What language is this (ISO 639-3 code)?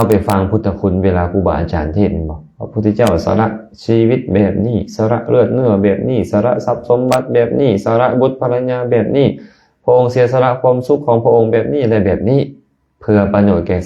lao